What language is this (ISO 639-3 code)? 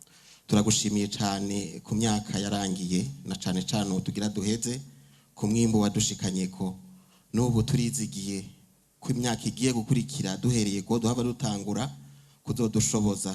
run